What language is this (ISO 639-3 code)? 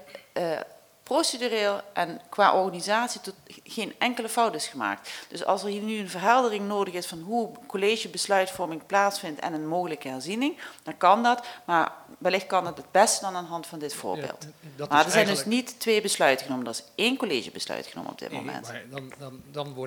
nld